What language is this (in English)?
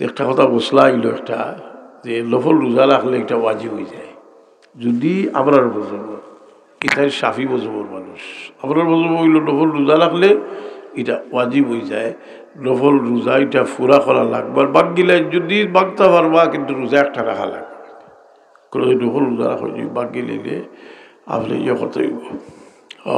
Sylheti